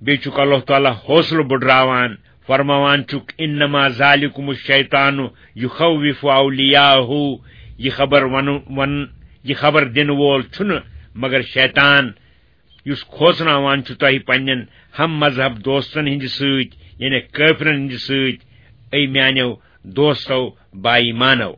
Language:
Kashmiri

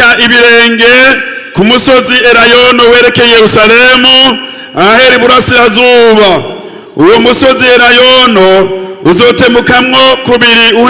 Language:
Rundi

